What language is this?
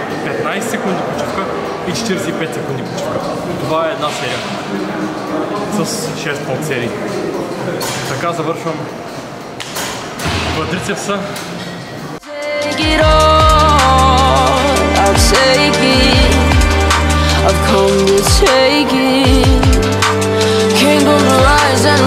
Bulgarian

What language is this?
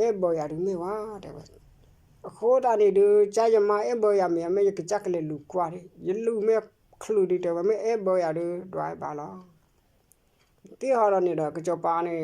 S'gaw Karen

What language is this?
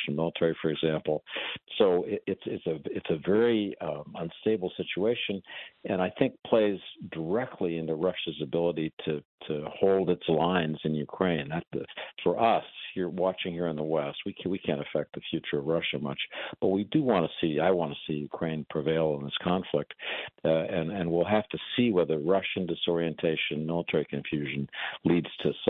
English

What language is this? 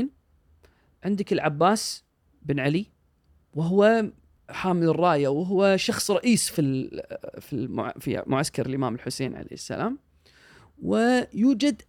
Gulf Arabic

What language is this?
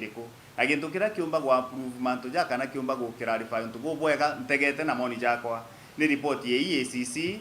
Meru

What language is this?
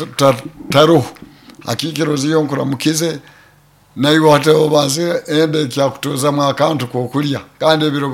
Nyoro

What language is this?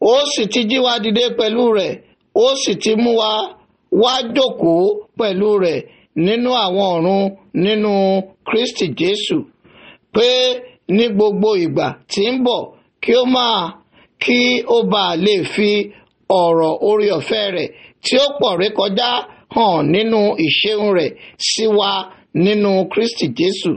Yoruba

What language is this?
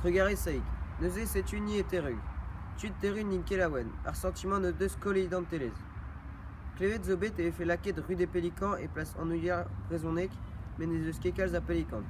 Breton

